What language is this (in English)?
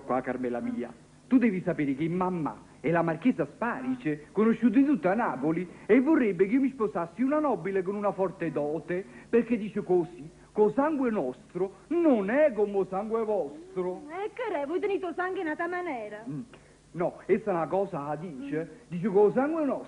Neapolitan